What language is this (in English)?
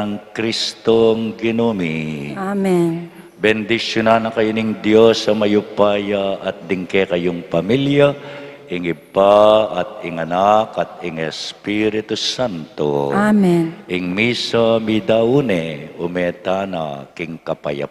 Pampanga